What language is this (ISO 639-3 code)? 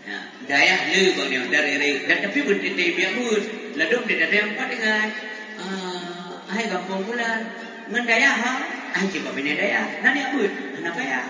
ace